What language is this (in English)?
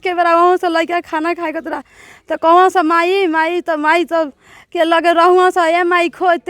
Bhojpuri